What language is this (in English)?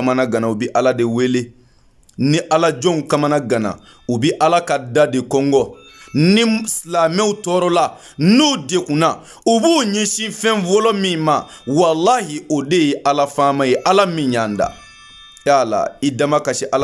Bambara